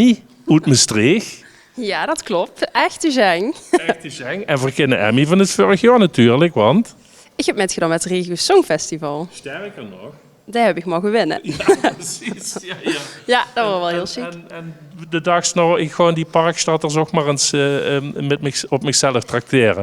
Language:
Limburgish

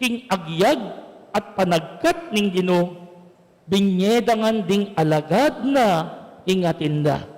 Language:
Pampanga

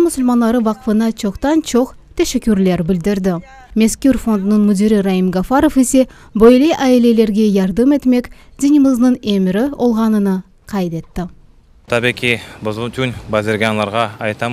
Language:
Crimean Tatar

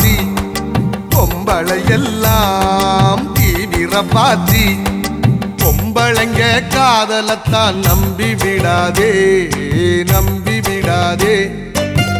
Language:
Tamil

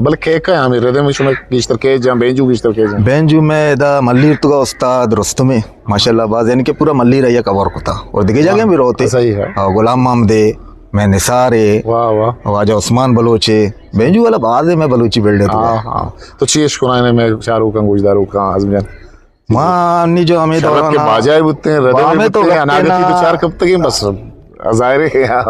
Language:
Eastern Balochi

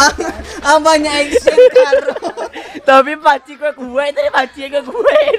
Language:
Minangkabau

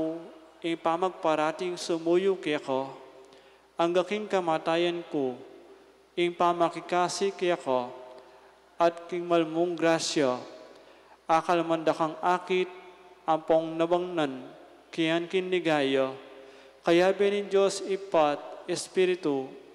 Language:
Pampanga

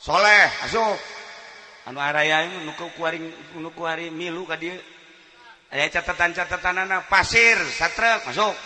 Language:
Sundanese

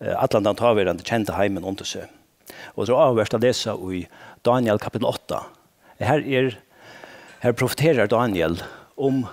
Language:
Faroese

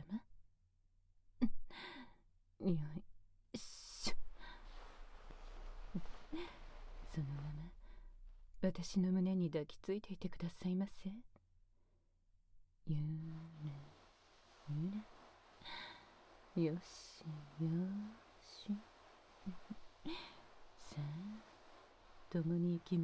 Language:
Japanese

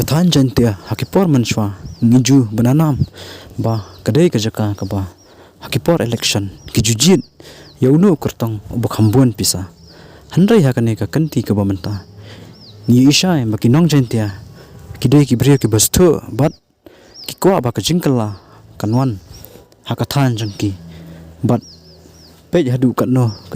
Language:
Khasi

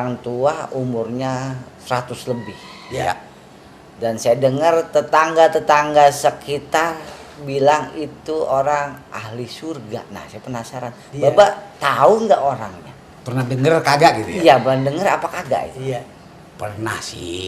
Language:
Betawi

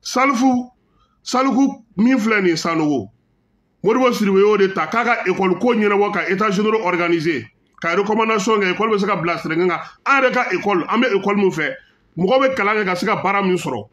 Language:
Bambara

